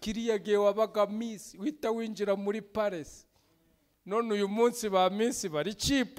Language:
Kinyarwanda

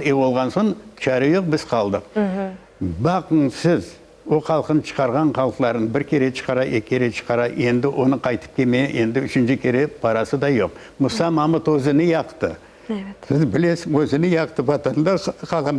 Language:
Crimean Tatar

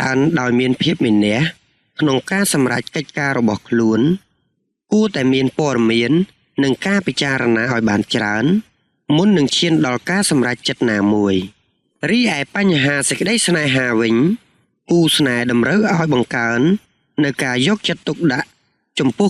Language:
Khmer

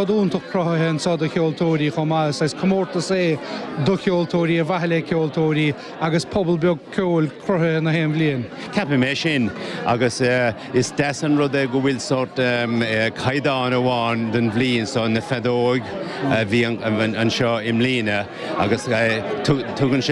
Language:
Irish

